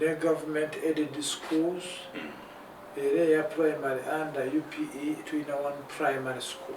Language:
Ganda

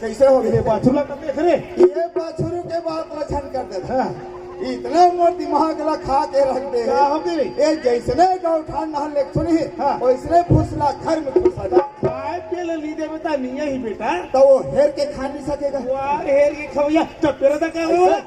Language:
Chhattisgarhi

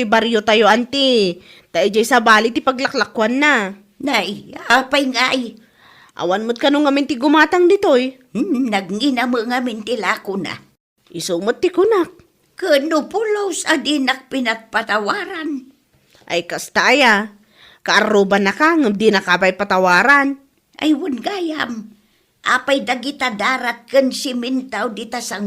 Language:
Iloko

